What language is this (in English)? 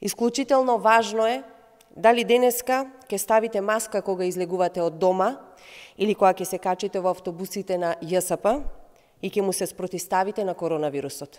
Macedonian